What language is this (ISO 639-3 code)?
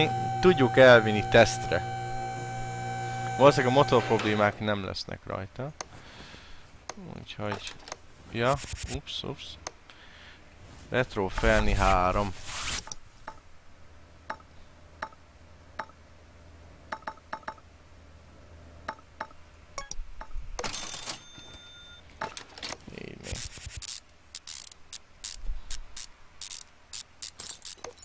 hun